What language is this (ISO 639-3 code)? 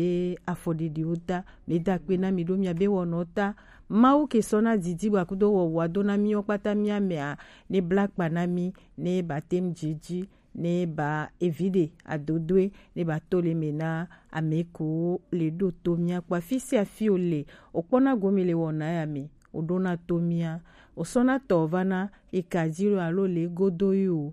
gej